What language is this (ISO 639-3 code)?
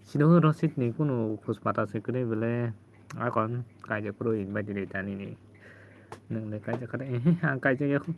trp